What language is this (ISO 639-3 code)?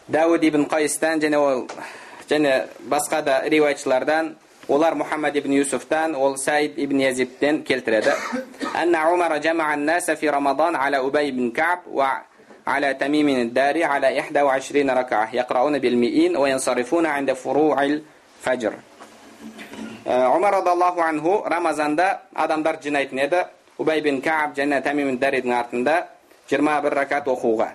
kaz